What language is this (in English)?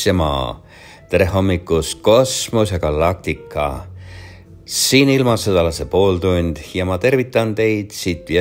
Estonian